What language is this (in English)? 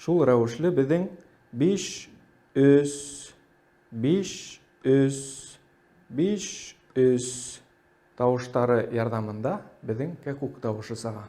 Bashkir